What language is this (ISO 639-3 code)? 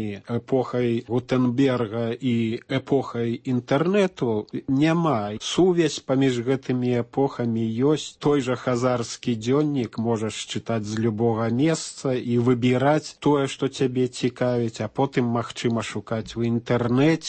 bel